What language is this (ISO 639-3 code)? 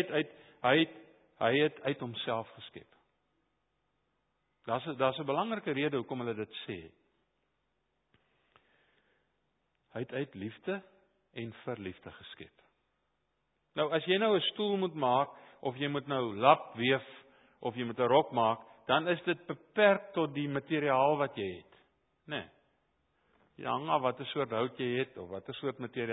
afr